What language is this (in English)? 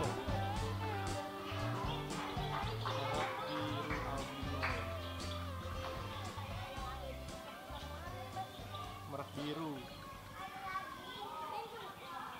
Indonesian